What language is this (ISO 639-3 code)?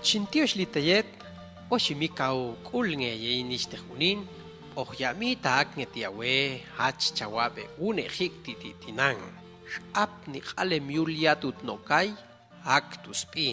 jac